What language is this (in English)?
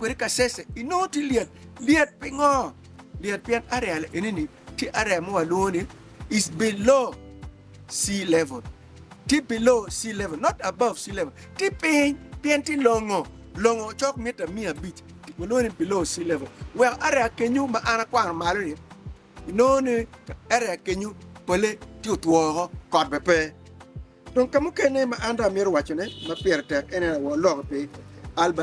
Acoli